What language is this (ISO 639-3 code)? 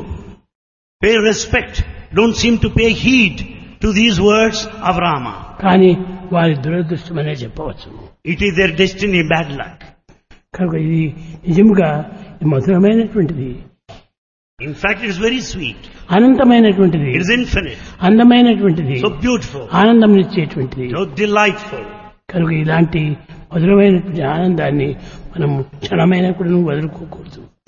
tel